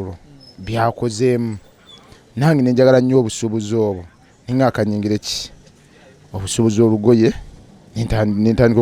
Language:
Ganda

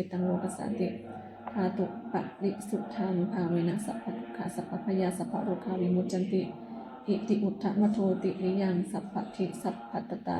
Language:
Pali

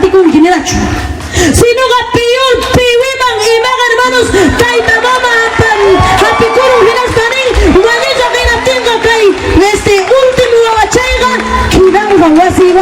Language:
Ayacucho Quechua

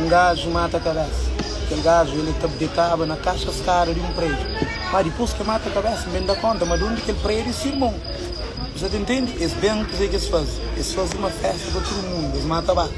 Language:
Kabuverdianu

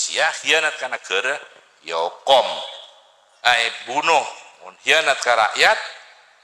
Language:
Madurese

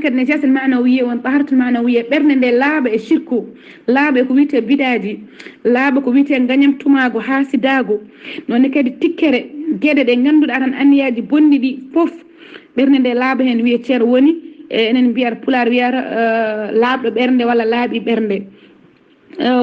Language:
Fula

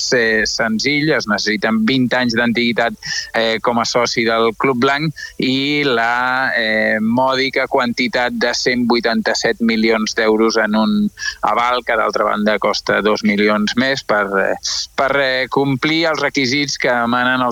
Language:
Catalan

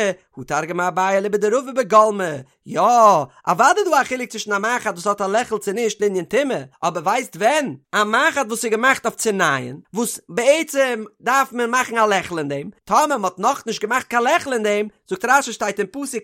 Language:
Yiddish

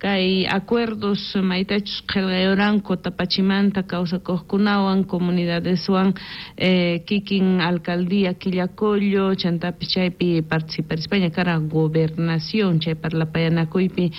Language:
South Bolivian Quechua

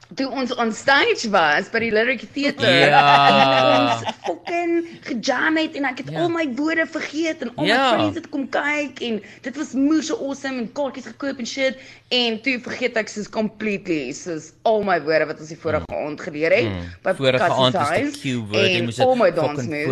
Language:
Afrikaans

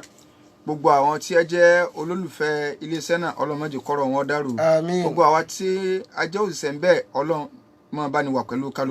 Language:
Yoruba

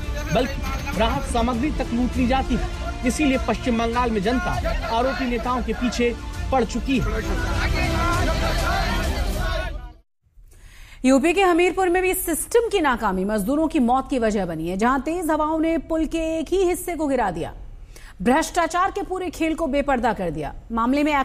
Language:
Hindi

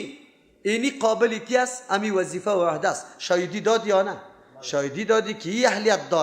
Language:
Persian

